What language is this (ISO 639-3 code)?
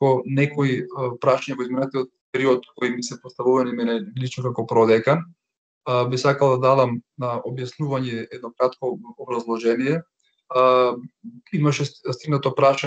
mkd